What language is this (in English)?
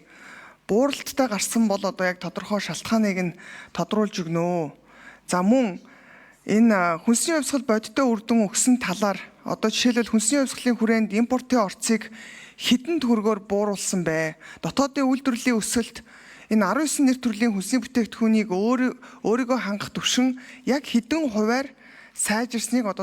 Mongolian